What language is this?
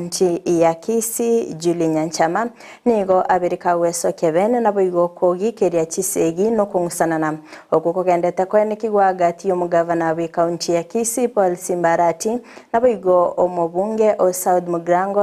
Gusii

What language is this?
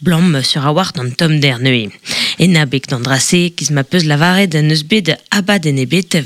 Breton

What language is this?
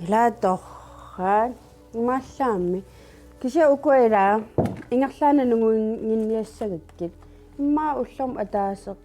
Kalaallisut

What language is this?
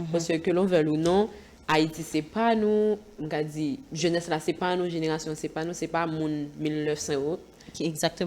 Haitian Creole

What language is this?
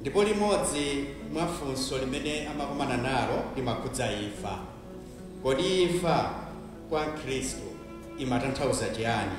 Nyanja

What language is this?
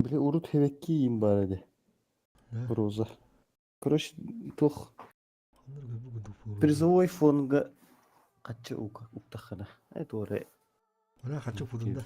Yakut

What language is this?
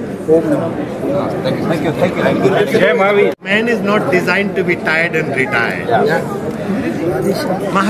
Hindi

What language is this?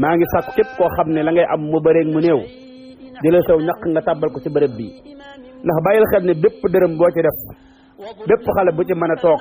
Wolof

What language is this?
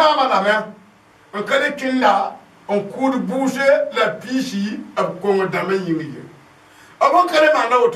Mossi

